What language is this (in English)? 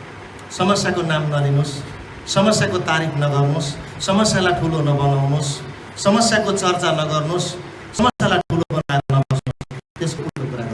Nepali